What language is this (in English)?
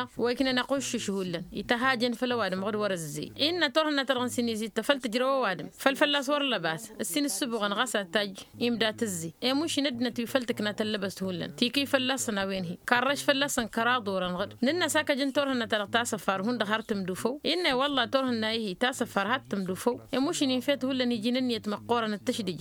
Tamasheq